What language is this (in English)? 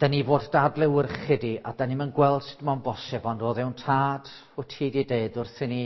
Welsh